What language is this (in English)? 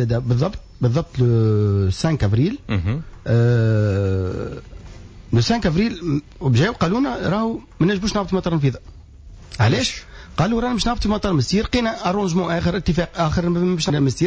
Tunisian Arabic